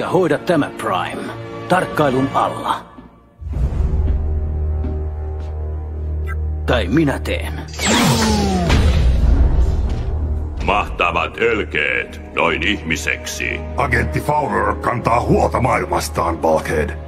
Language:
Finnish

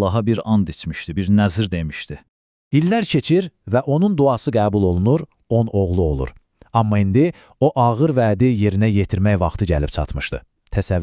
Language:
Azerbaijani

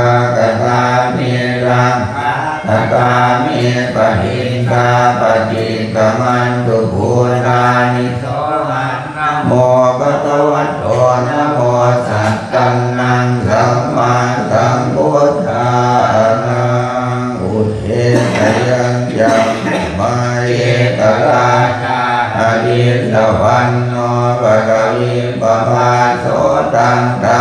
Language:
Pali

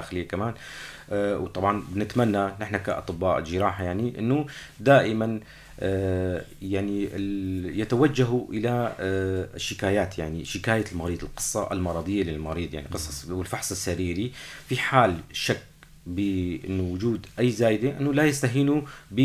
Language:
North Levantine Arabic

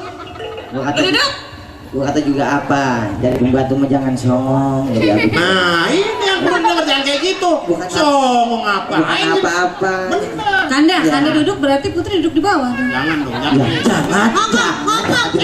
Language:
Betawi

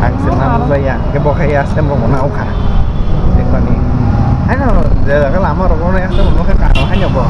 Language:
Kok Borok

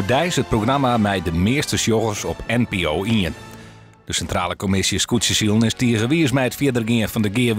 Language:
Western Frisian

